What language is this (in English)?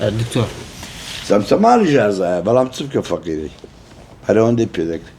Central Kurdish